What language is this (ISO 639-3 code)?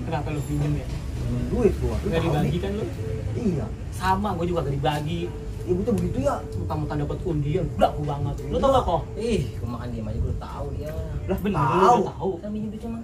bew